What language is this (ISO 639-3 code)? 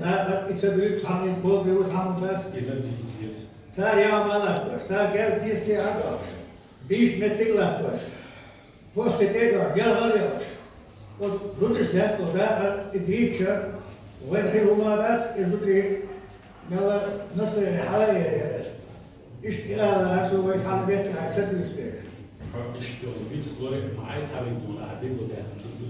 che